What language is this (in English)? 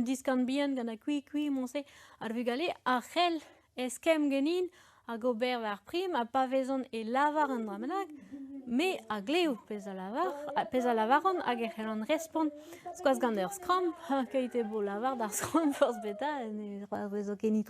Breton